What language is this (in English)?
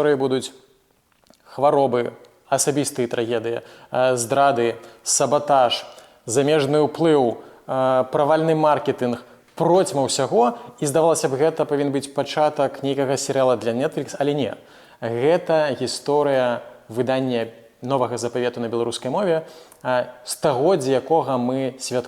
Belarusian